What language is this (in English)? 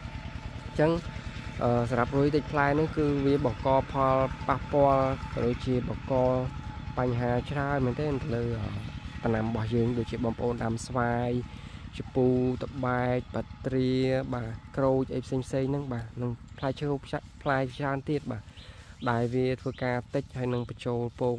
Khmer